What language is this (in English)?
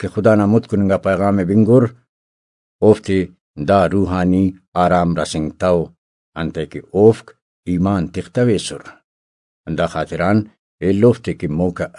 Brahui